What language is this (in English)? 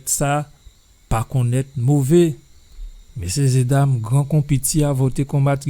Guadeloupean Creole French